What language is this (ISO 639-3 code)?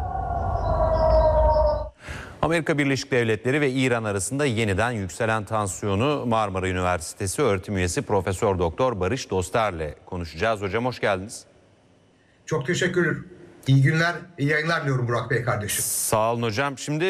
tur